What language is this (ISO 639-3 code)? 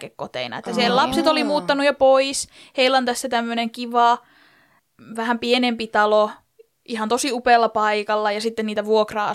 fin